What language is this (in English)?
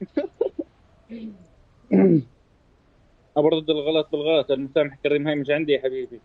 North Levantine Arabic